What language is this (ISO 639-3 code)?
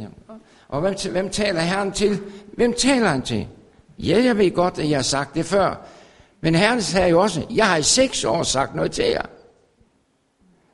dan